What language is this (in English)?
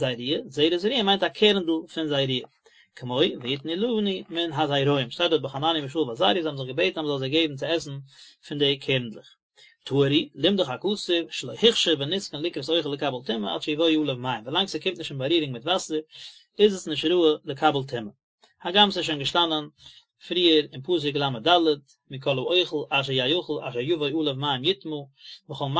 Yiddish